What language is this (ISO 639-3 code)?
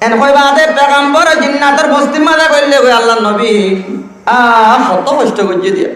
rhg